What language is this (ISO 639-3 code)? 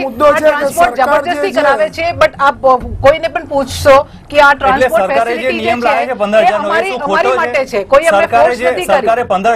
guj